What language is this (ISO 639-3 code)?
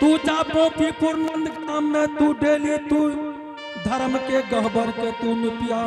anp